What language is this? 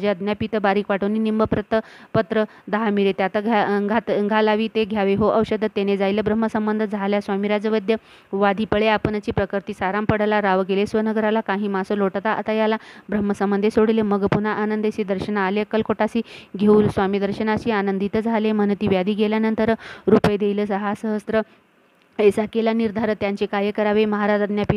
Marathi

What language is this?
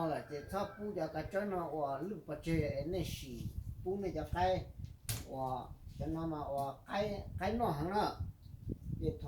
Hmong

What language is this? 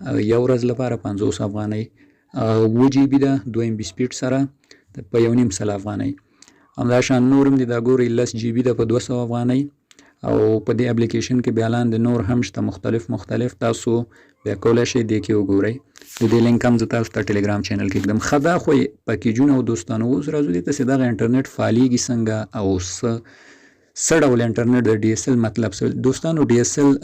Pashto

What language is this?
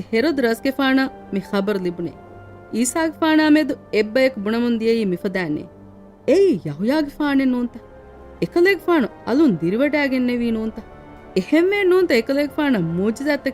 Divehi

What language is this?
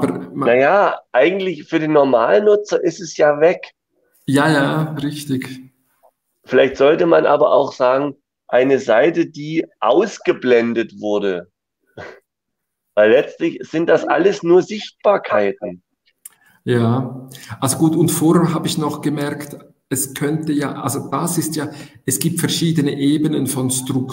German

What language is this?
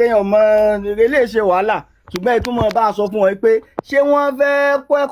Yoruba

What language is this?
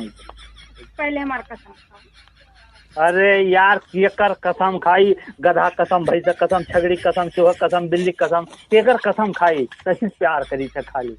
Awadhi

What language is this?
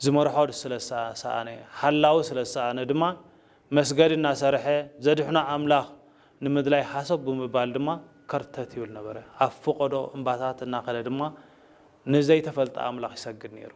Tigrinya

